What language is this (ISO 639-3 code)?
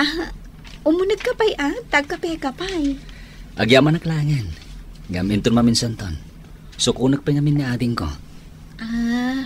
ilo